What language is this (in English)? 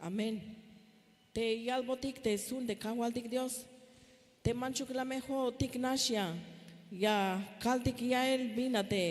Tzeltal